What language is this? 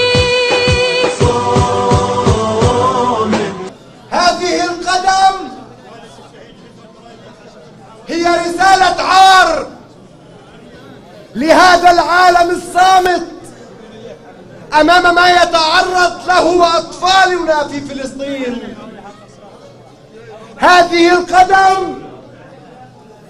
Arabic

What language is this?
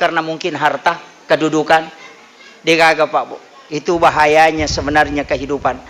Buginese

